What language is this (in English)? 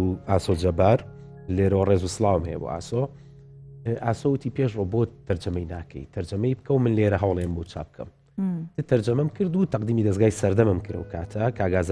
Central Kurdish